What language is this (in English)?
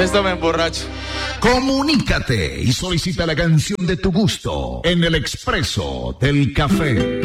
Spanish